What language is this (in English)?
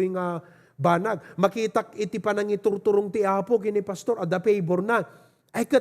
Iloko